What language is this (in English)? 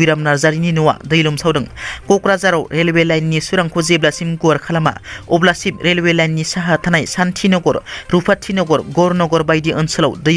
Bodo